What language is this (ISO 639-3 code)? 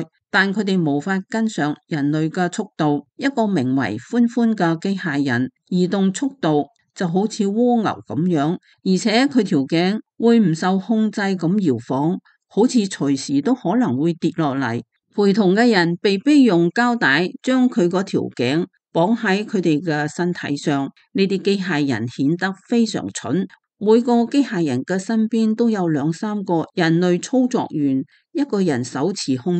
yue